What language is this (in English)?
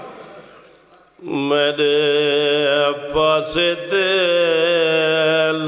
Western Panjabi